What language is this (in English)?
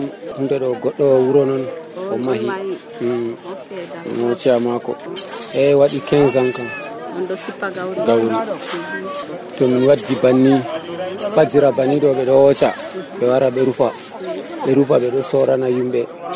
Nigerian Fulfulde